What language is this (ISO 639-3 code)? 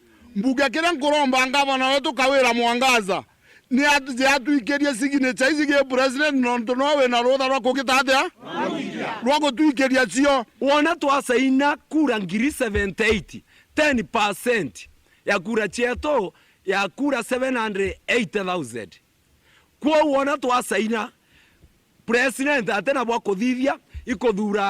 mer